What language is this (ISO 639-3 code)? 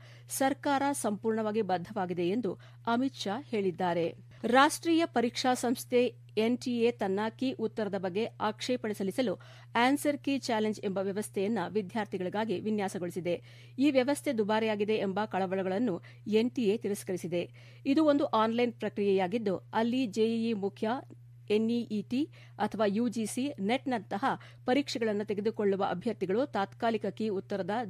kan